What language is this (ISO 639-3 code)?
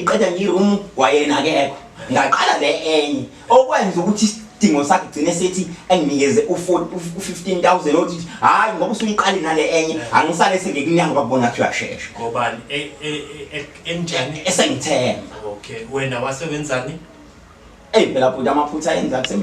zul